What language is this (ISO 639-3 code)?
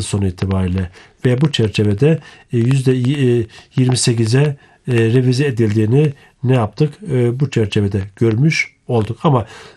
tur